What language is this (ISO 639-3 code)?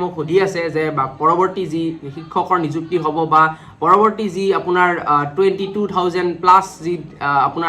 asm